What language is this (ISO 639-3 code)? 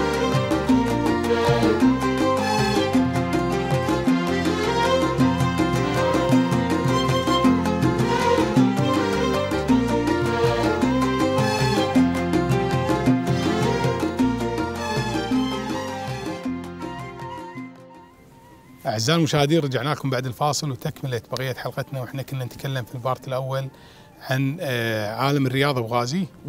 afb